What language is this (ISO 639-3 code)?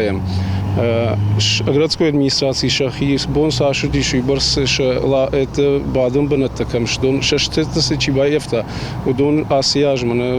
oss